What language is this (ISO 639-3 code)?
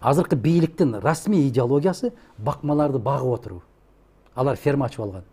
kir